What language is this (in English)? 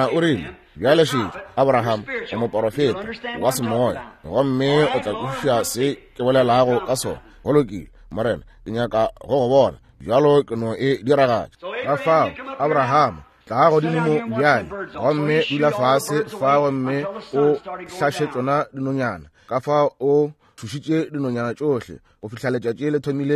Northern Sotho